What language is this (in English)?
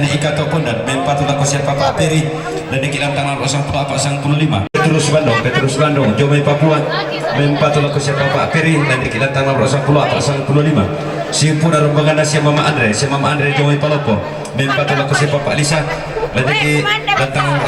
Toraja-Sa'dan